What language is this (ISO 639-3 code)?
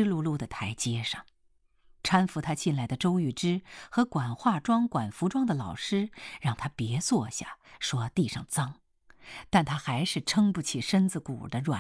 zho